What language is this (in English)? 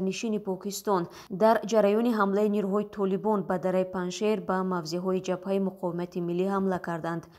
Tajik